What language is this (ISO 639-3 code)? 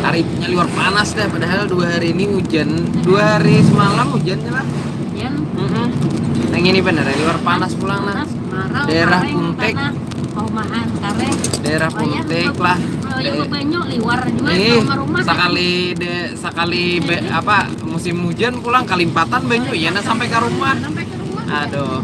bjn